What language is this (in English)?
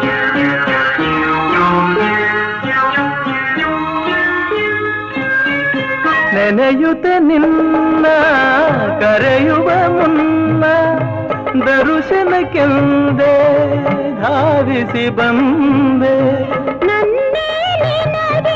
Kannada